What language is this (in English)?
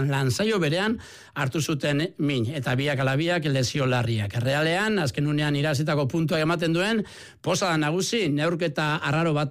Basque